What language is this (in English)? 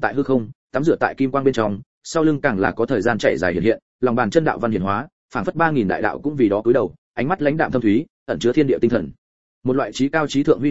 Vietnamese